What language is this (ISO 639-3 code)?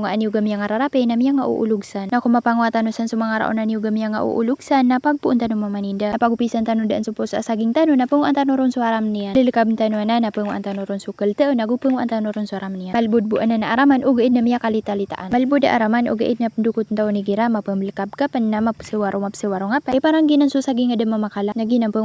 mrw